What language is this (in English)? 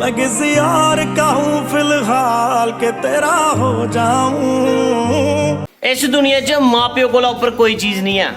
Dogri